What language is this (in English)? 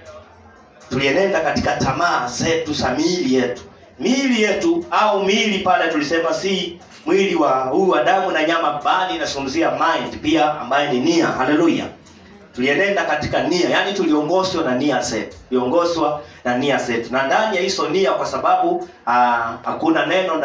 Swahili